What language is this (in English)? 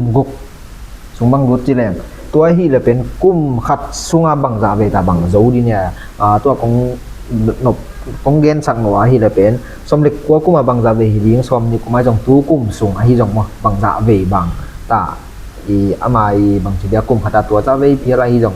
Tedim Chin